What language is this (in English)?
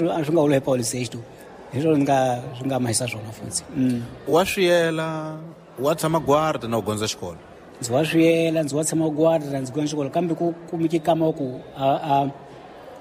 Tsonga